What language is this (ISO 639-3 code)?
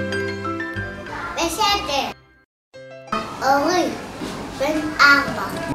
heb